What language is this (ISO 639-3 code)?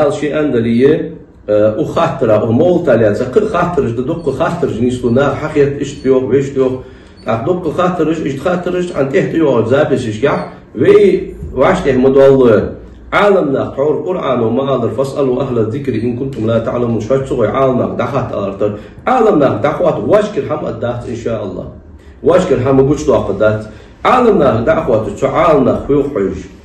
inh